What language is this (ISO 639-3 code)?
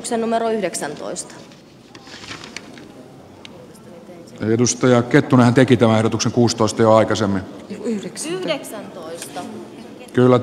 fin